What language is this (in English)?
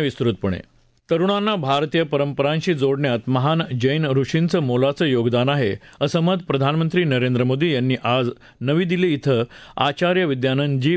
Marathi